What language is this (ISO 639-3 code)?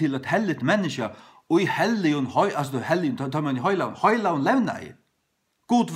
fao